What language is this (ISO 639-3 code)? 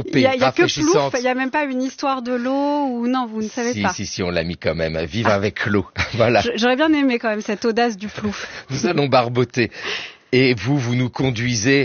fra